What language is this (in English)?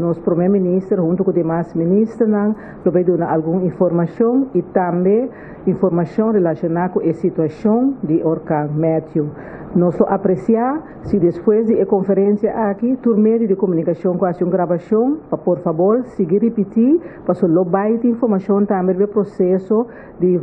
Papiamento